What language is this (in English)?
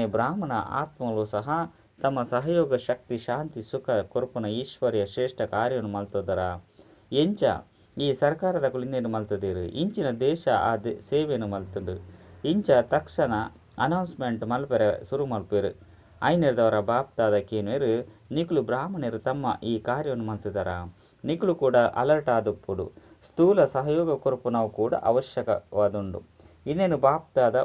Tulu